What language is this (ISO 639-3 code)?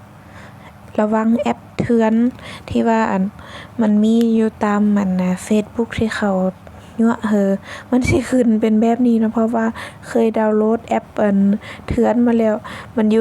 lao